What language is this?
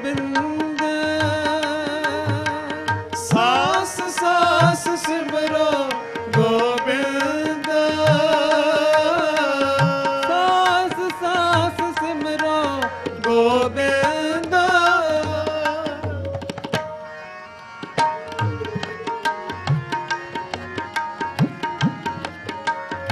Punjabi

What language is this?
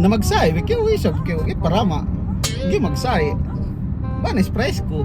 Yakan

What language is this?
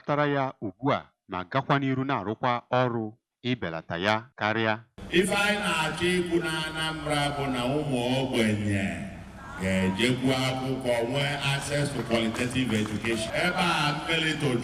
Igbo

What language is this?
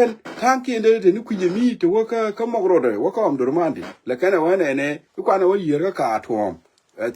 Nuer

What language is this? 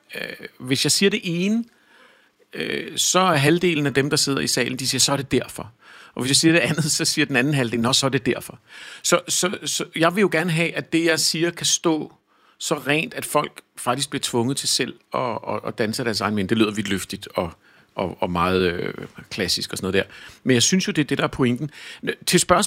Danish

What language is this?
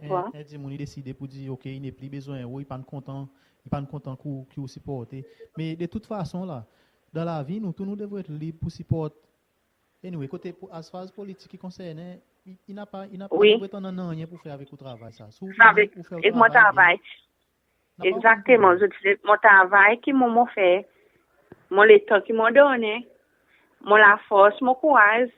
Seselwa Creole French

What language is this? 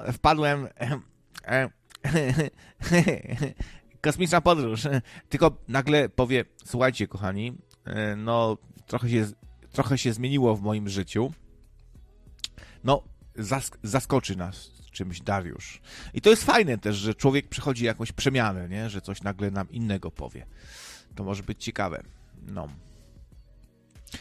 Polish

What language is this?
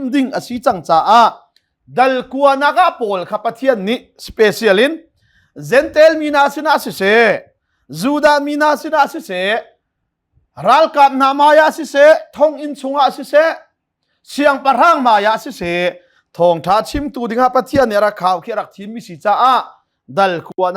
Hakha Chin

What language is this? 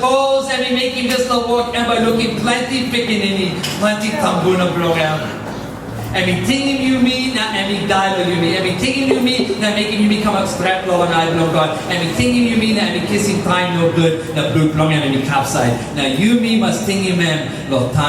Tok Pisin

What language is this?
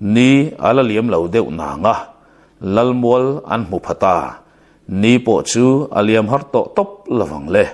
Mizo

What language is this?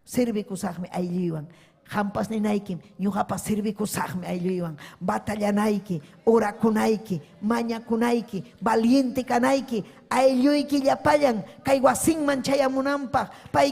Ayacucho Quechua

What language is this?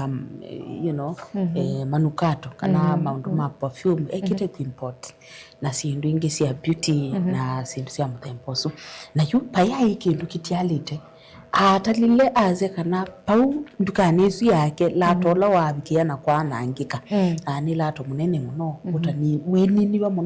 Kamba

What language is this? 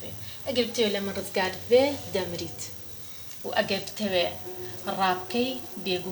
Central Kurdish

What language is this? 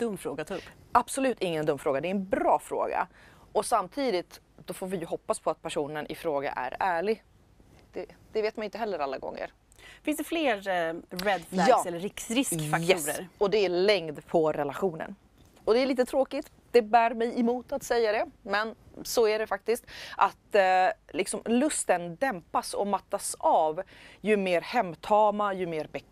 Swedish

